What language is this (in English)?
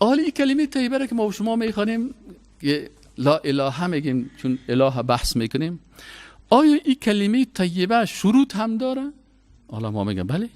Persian